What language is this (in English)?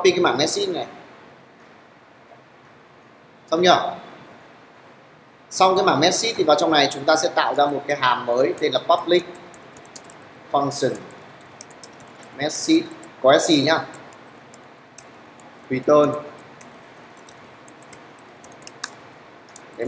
Vietnamese